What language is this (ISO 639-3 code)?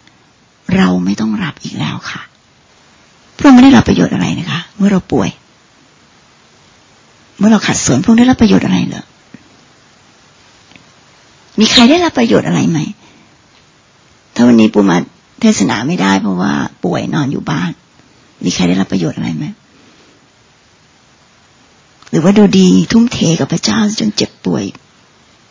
tha